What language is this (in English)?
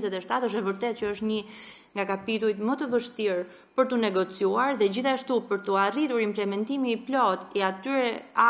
Albanian